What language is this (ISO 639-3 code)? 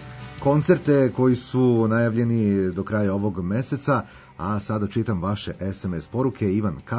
srp